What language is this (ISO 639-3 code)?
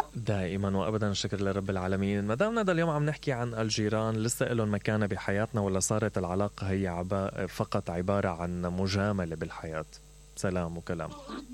acm